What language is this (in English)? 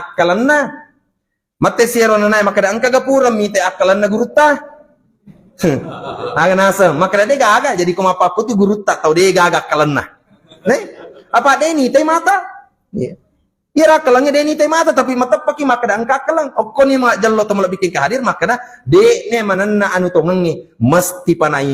Buginese